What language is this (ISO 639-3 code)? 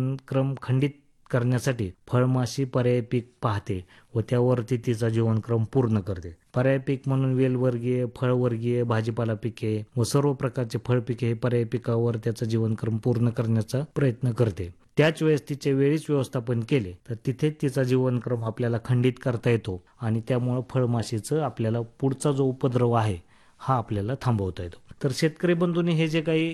mar